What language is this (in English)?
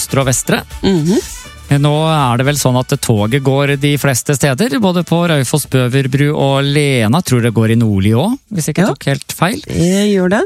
Norwegian